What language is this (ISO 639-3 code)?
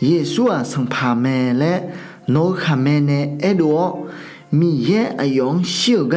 ahk